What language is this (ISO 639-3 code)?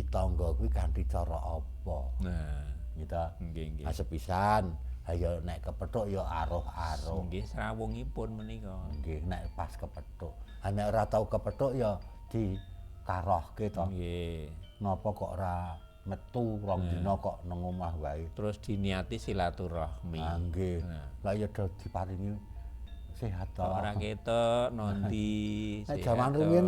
jav